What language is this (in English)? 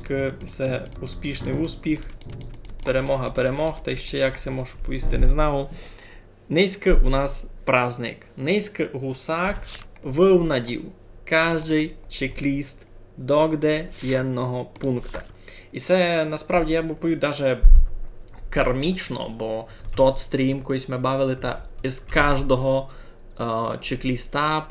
Rusyn